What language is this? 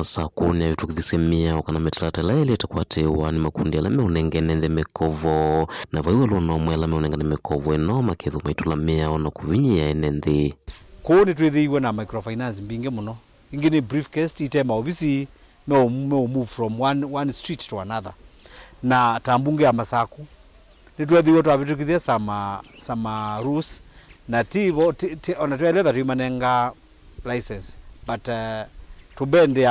Kamba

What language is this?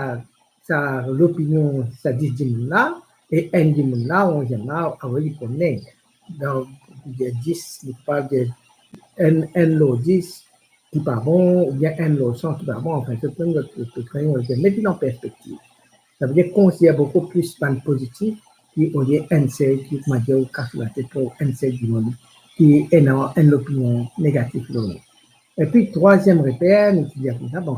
Morisyen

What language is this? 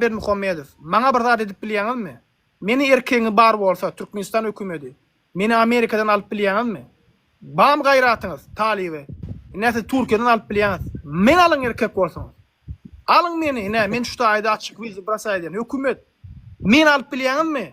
Turkmen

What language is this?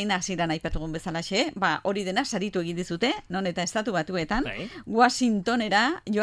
Basque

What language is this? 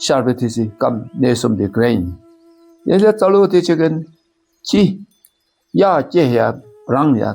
Dakpakha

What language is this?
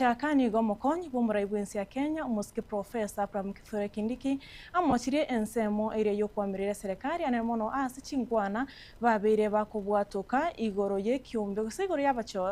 Gusii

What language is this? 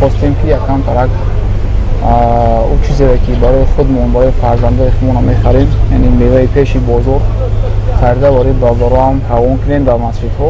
Tajik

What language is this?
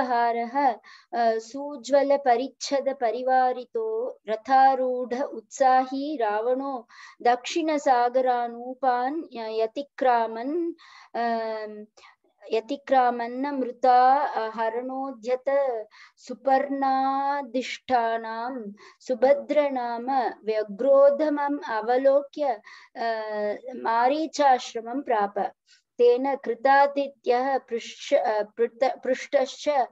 Sanskrit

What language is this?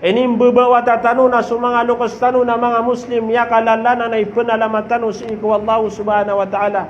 Maranao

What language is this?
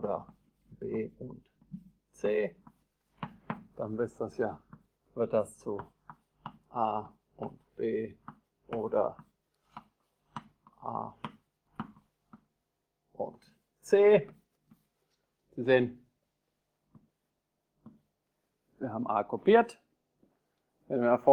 German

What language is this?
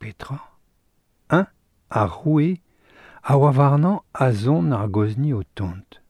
Breton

